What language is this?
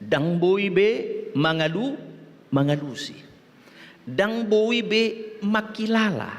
Batak Toba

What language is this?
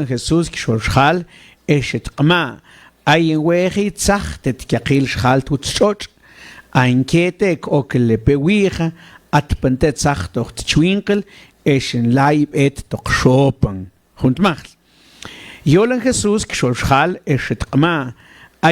Mam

